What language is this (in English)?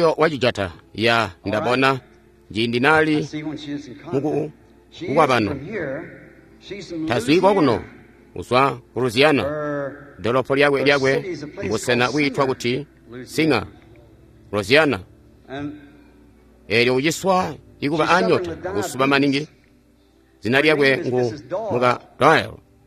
Tonga (Zambia)